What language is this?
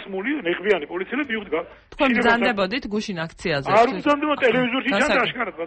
Georgian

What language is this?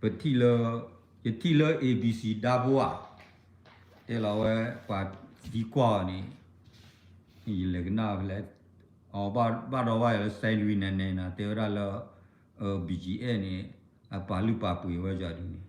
S'gaw Karen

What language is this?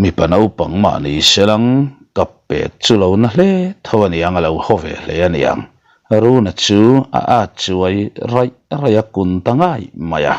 Mizo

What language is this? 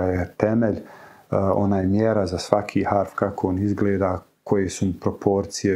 Bosnian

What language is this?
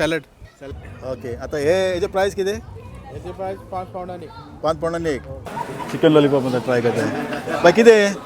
Konkani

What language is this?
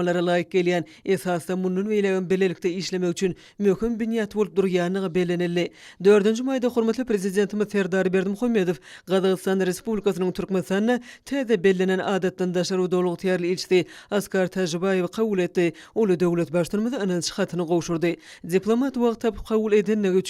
Turkmen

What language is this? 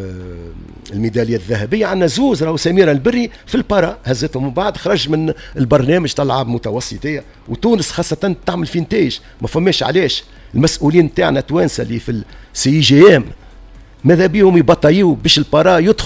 Tunisian Arabic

